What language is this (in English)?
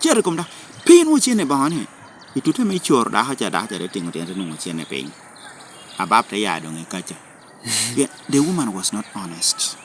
Lango (Uganda)